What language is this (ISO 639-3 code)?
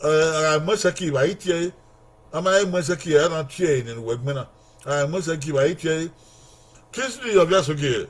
bin